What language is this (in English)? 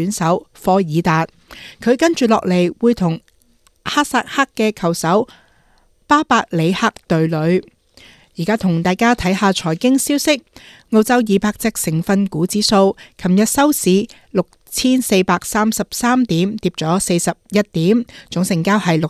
Cantonese